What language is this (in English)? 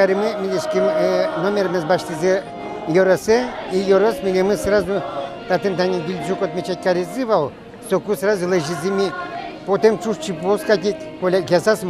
Udmurt